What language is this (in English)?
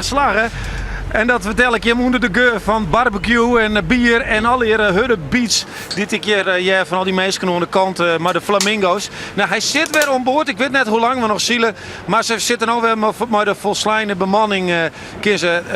Western Frisian